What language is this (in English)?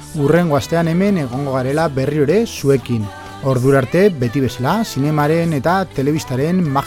Basque